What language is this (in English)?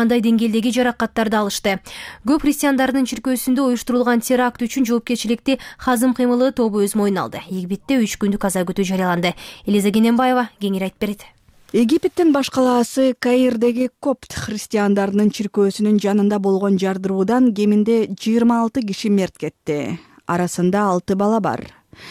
Kyrgyz